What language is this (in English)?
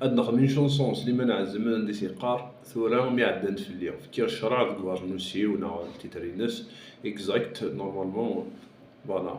Kabyle